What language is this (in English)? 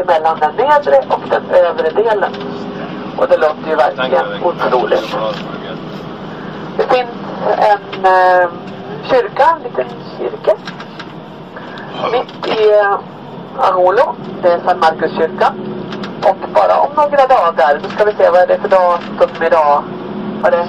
Swedish